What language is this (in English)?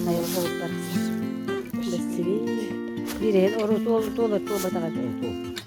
Yakut